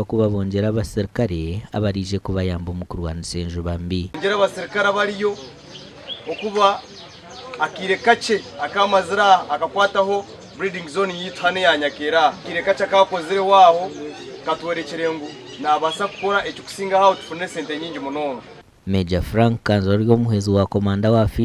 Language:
Nyankole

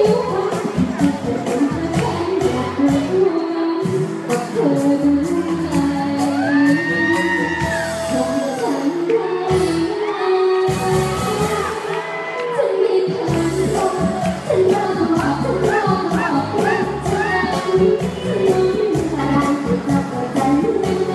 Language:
Thai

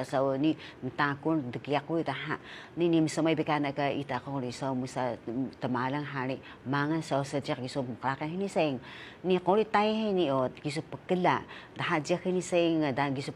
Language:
Taroko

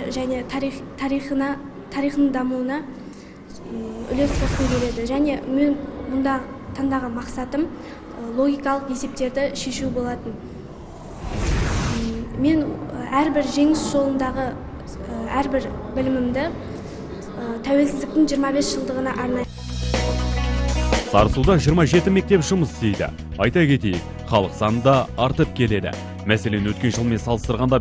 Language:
Kazakh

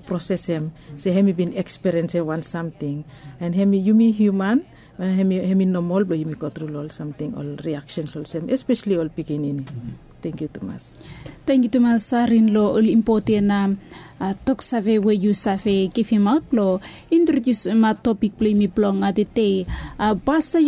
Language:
Bislama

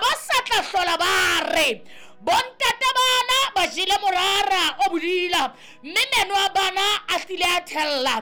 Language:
Southern Sotho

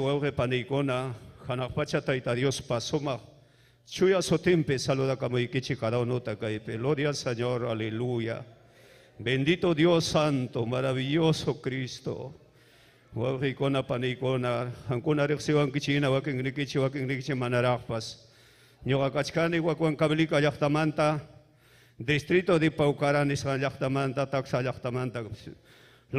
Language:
Ayacucho Quechua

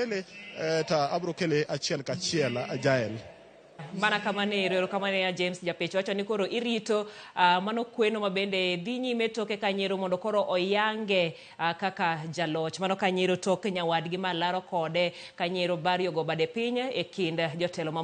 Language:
Luo (Kenya and Tanzania)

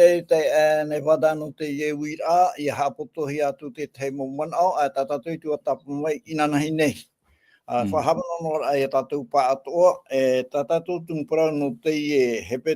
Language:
Tahitian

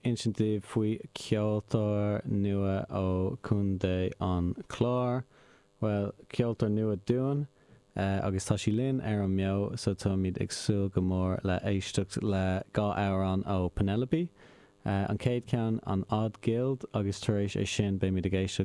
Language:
Irish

